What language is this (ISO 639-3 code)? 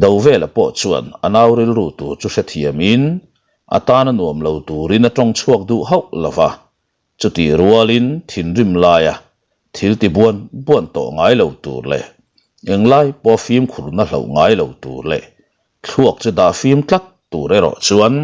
lus